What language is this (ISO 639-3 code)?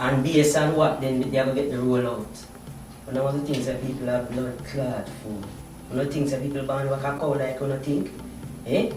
jam